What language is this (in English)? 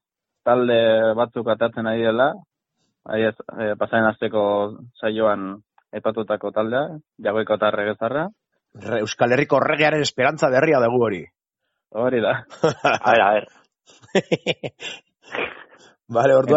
Basque